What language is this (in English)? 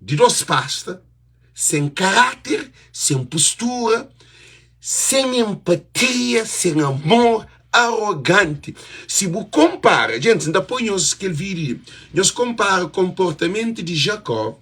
Kabuverdianu